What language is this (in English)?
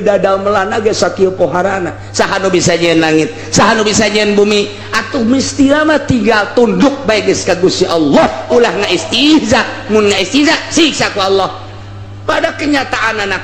Sundanese